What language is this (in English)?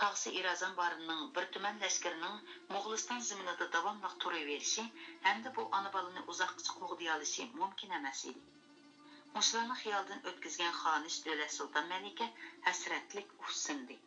Uyghur